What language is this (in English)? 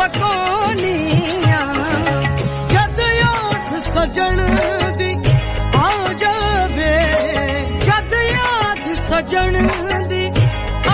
Punjabi